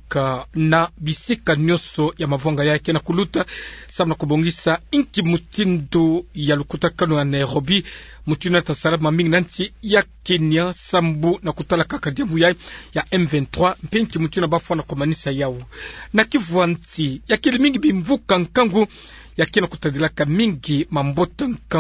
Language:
Kituba (Democratic Republic of Congo)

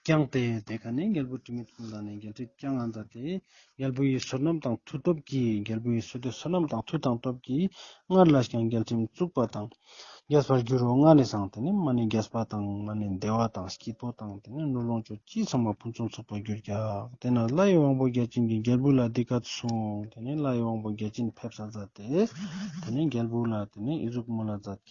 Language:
Ladakhi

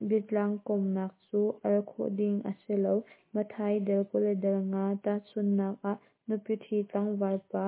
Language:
Hakha Chin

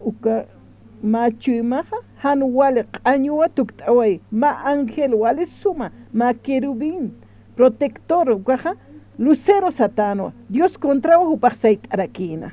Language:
Aymara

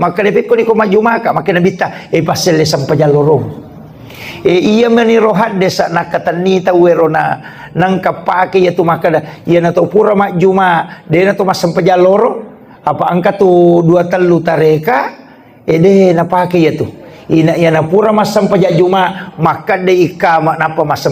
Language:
Buginese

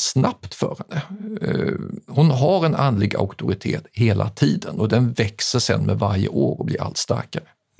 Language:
Swedish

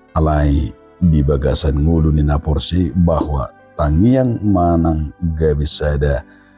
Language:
Batak Toba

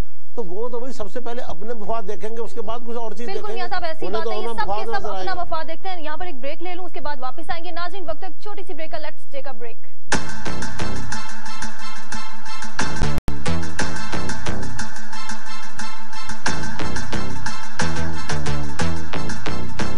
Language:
Urdu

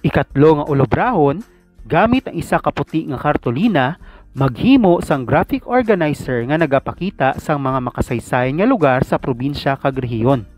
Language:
Hiligaynon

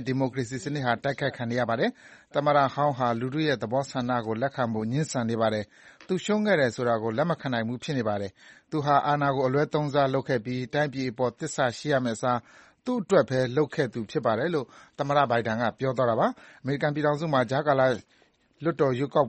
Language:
Burmese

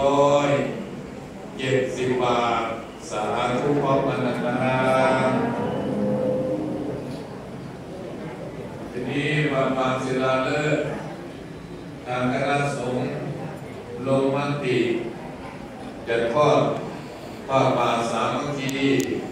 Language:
Thai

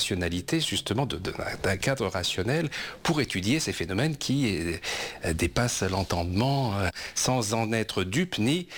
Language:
French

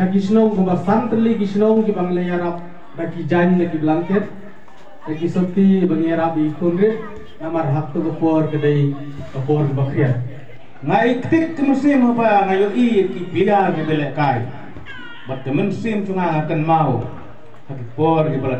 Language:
Khasi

